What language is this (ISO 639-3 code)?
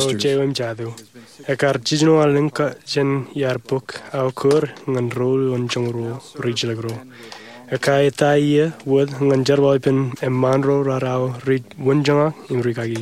mah